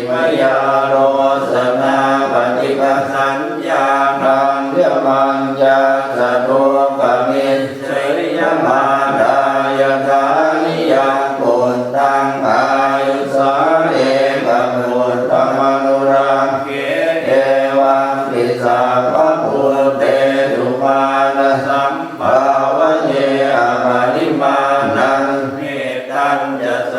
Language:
Pali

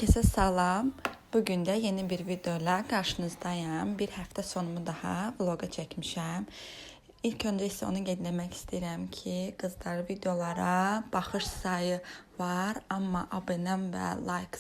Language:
Azerbaijani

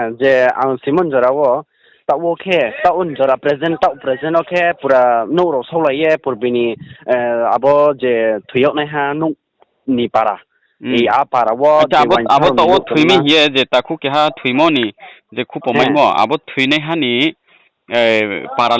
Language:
Riang (India)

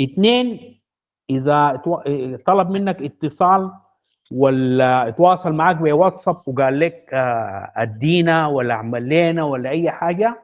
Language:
Sudanese Arabic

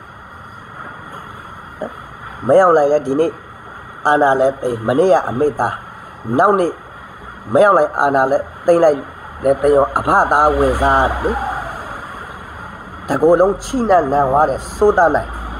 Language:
Burmese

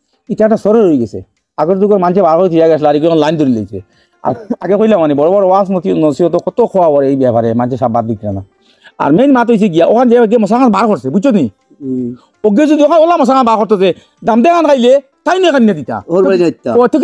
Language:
Sylheti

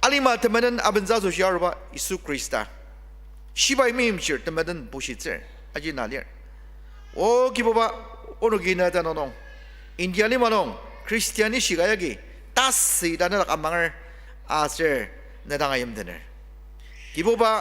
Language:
Ao Naga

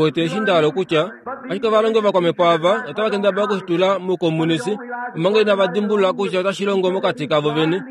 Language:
Kuanyama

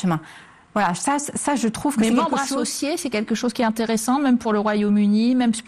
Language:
French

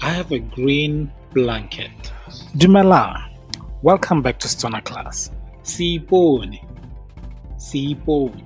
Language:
Tswana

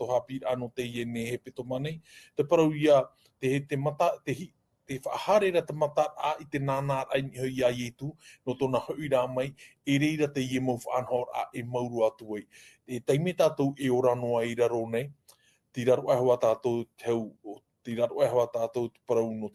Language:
Tahitian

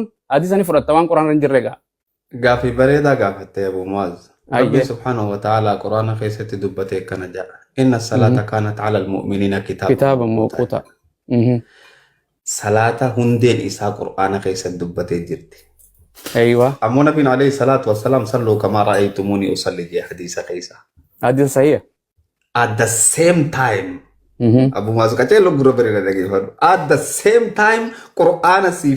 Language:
Oromo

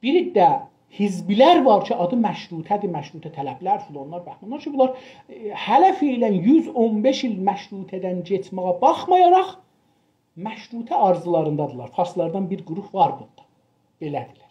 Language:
South Azerbaijani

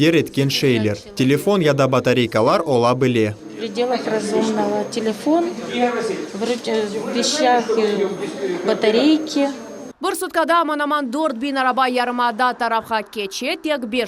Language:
Crimean Tatar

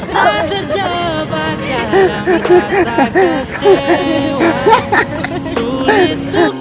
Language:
Ambonese Malay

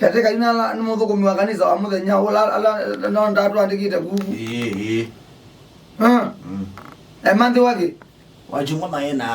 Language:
Kamba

